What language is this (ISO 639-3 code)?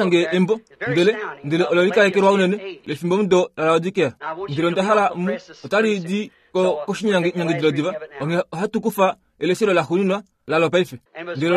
kua